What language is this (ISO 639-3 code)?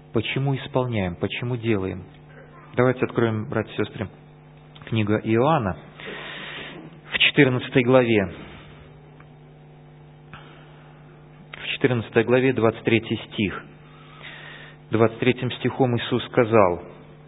rus